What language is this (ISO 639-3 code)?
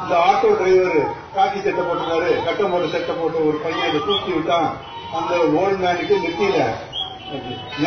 tam